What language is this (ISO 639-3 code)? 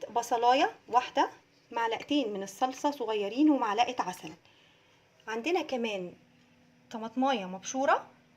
arz